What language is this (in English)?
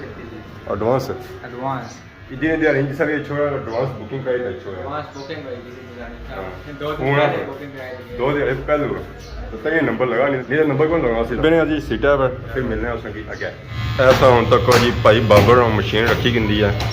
Pahari-Potwari